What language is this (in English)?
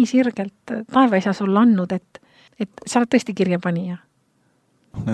Estonian